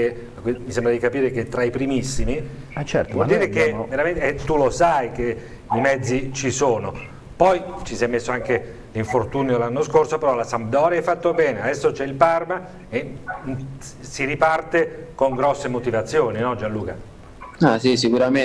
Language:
Italian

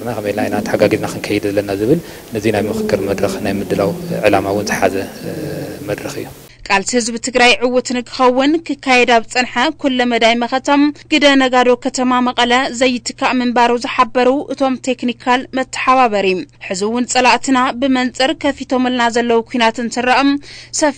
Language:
Tigrinya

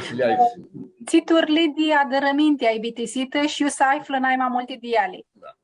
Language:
Aromanian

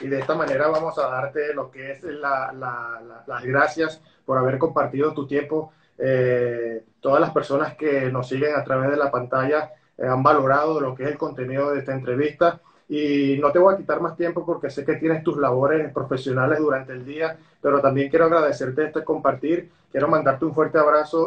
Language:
Spanish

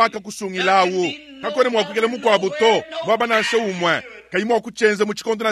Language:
Luba-Lulua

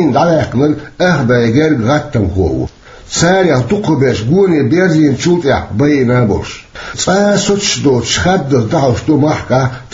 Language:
Chechen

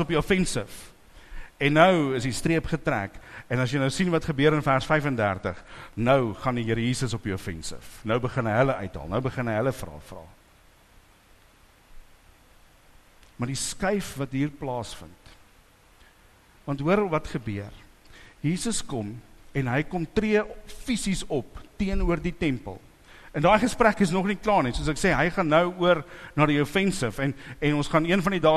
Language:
Afrikaans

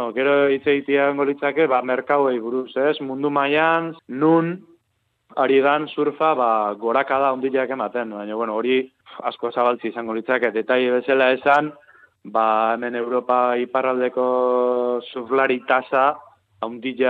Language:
Basque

